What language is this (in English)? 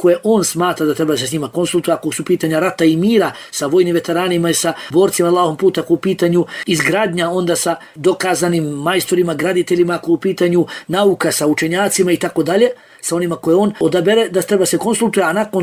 Bosnian